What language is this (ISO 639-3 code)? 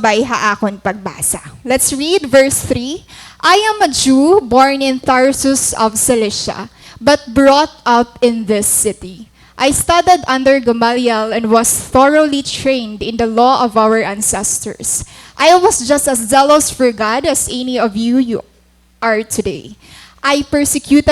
war